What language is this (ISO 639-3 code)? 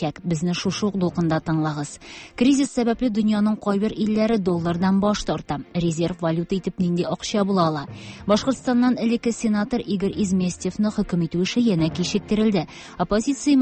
tat